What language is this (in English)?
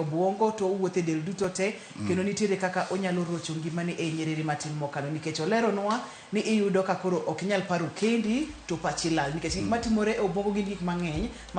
Luo (Kenya and Tanzania)